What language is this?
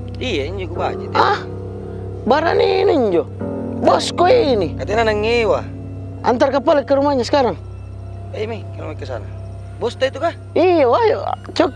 Makassar Malay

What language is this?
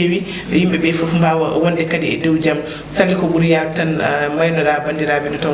Fula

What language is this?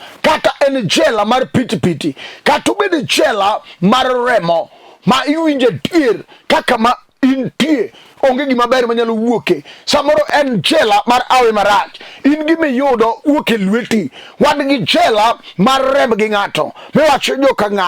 Luo (Kenya and Tanzania)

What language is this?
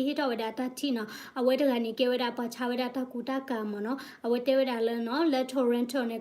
S'gaw Karen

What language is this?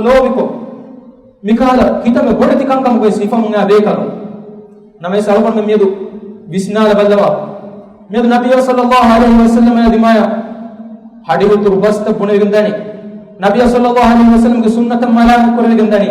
Divehi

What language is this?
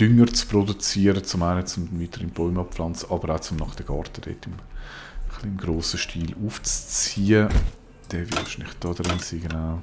Swiss German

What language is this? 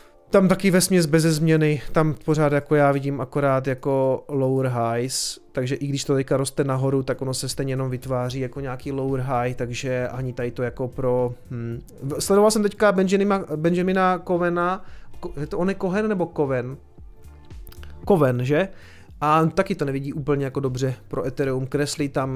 Czech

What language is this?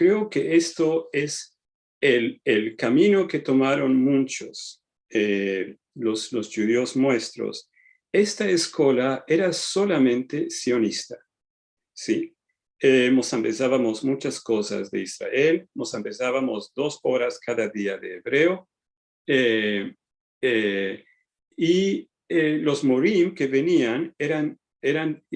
Ladino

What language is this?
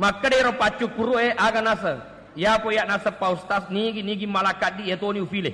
Buginese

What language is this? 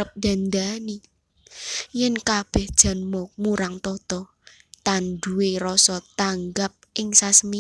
Javanese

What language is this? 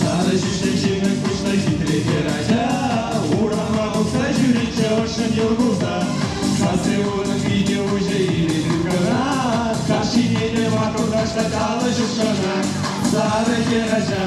Chuvash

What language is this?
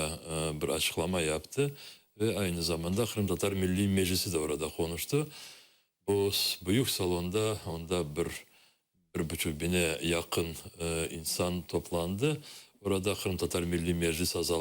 Crimean Tatar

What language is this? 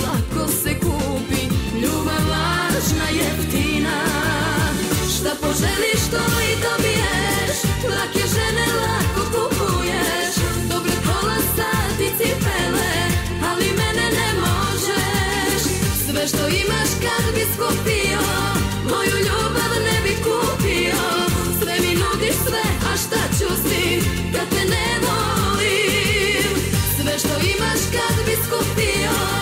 Serbian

